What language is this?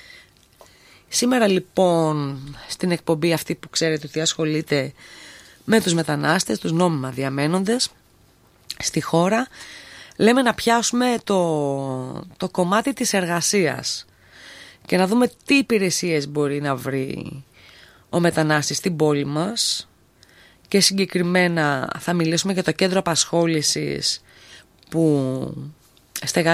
Greek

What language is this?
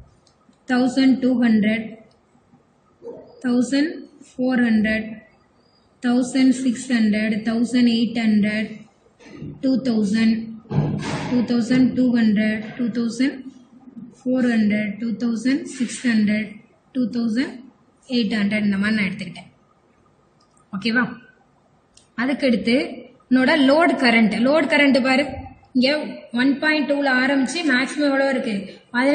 Tamil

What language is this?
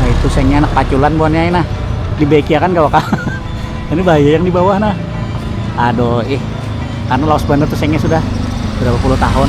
Banjar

